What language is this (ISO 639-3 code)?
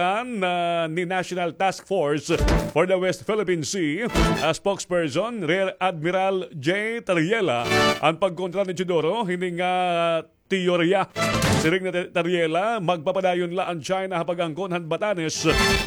war